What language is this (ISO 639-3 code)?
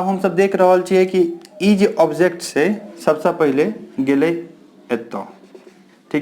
mai